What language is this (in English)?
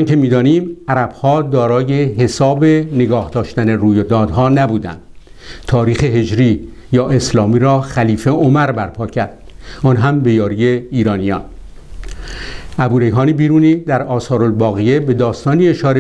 Persian